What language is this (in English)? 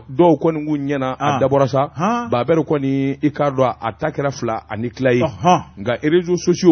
Bambara